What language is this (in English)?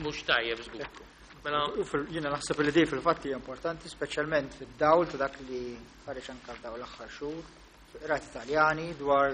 Maltese